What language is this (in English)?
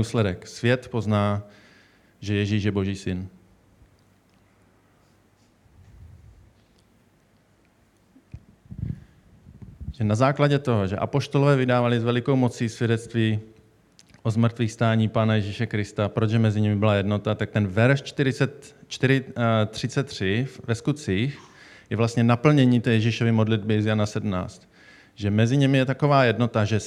Czech